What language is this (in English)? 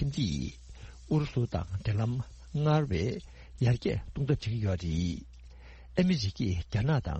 Tibetan